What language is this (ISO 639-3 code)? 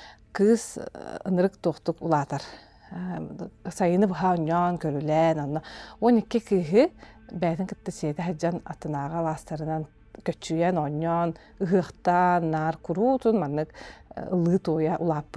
sah